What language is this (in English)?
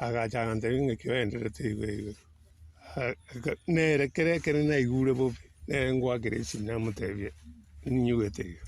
Gusii